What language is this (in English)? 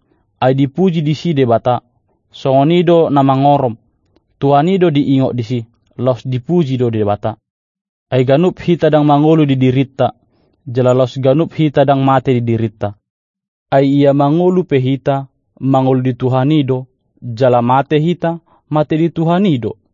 Batak Toba